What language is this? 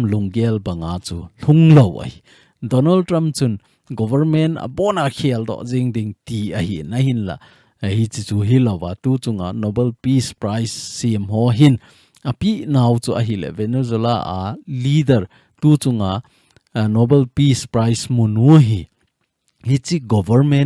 Thado Chin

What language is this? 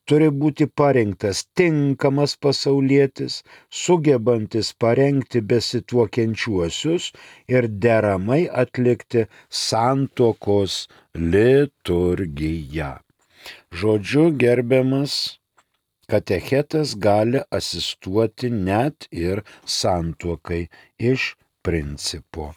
Lithuanian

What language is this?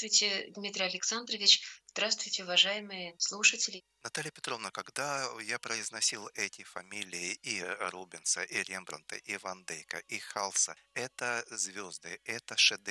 Russian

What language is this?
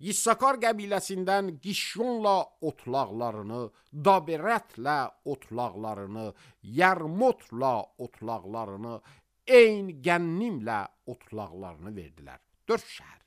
Azerbaijani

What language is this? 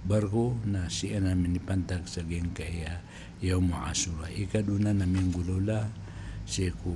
Maranao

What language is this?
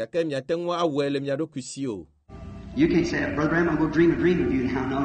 Ewe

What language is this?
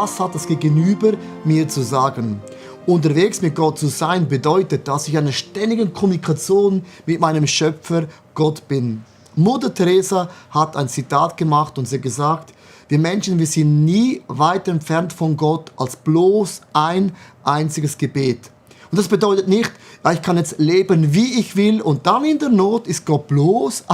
Swiss German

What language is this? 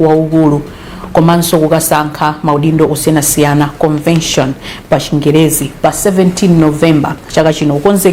Nyanja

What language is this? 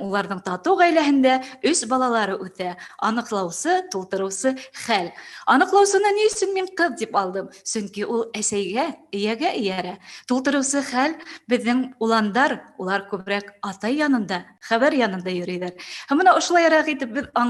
Bashkir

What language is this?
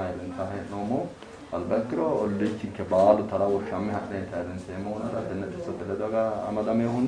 Sidamo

